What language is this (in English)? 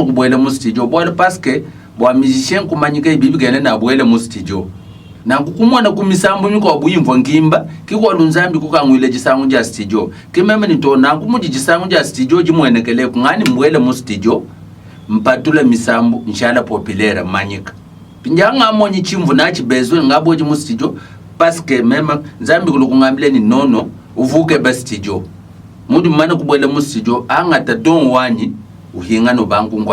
Luba-Lulua